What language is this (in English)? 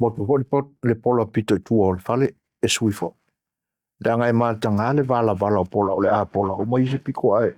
Samoan